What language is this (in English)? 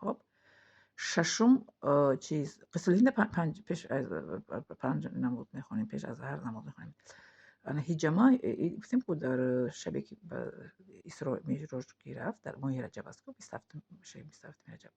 Tajik